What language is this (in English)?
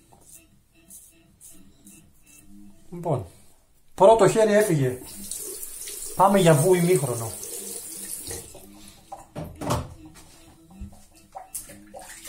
Greek